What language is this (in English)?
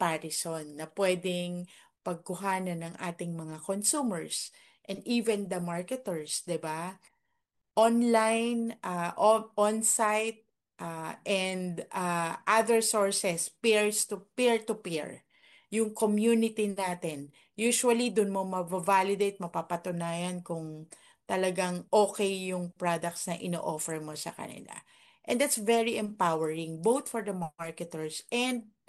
Filipino